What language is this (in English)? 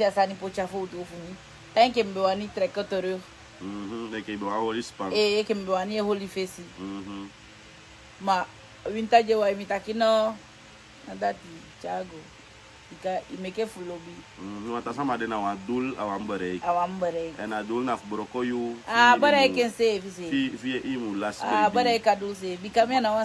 Sranan Tongo